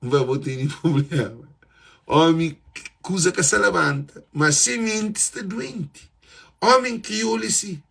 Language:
Kabuverdianu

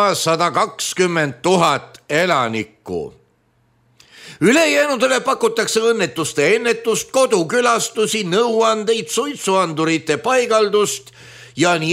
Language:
Estonian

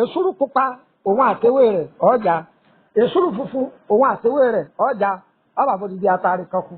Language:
Yoruba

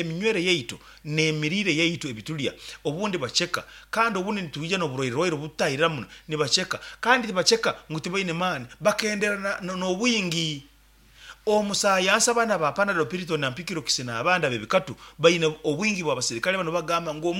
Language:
Nyankole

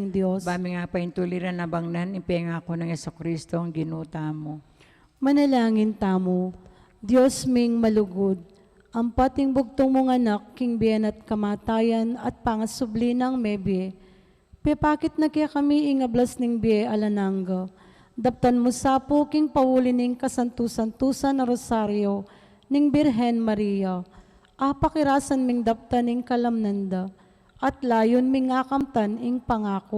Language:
Pampanga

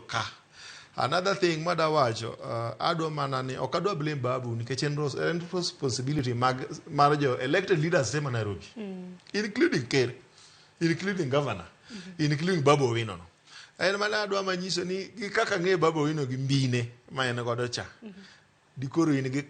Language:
Luo (Kenya and Tanzania)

